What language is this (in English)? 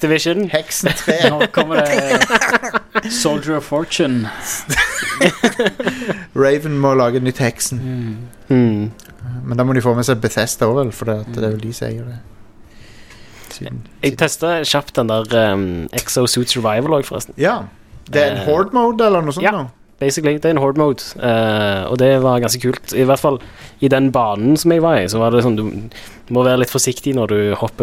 Norwegian